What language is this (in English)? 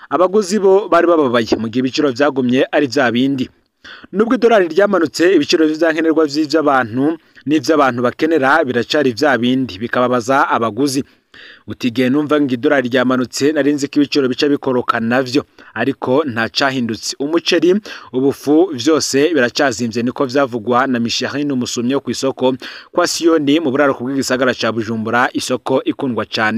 Rundi